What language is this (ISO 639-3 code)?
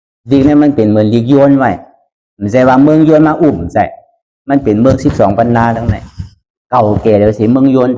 shn